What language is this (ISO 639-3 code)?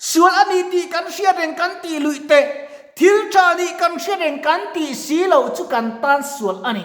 lus